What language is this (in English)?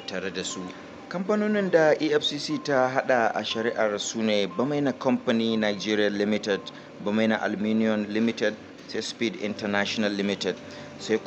Hausa